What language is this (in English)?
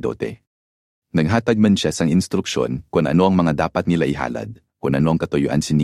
Hiligaynon